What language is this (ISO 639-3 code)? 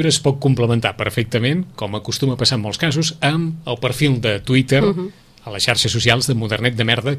cat